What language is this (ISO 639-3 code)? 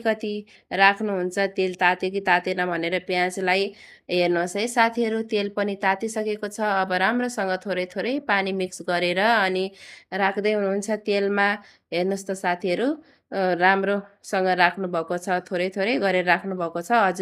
nep